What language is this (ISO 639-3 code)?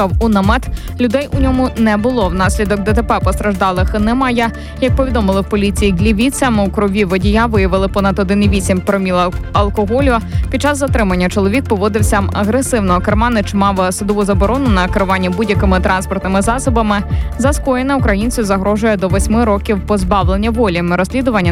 ukr